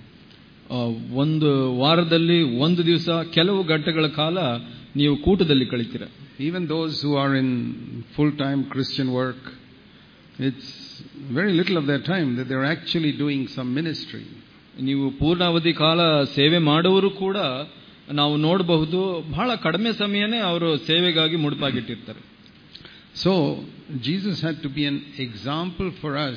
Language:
Kannada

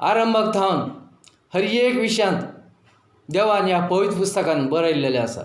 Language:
Konkani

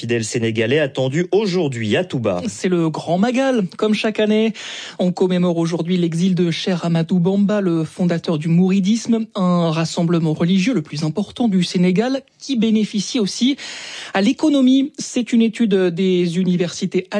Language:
French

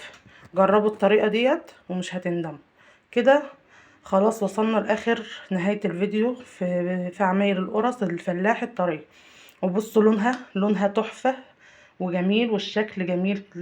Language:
Egyptian Arabic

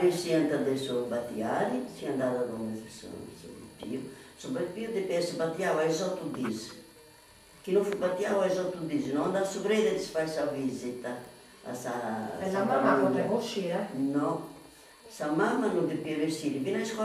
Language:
Sardinian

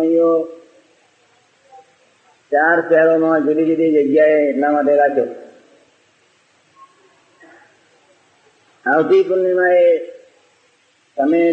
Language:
Gujarati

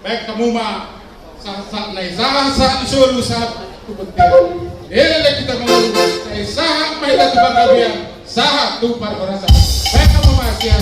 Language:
Batak Toba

